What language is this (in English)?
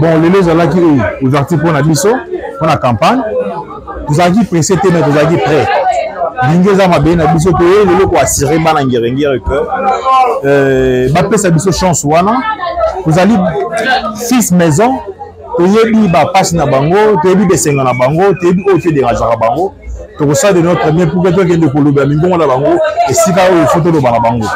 Lingala